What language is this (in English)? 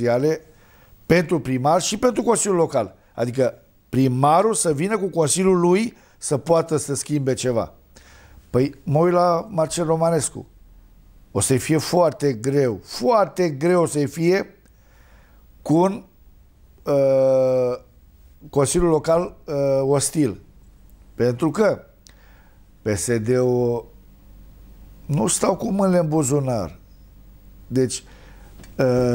Romanian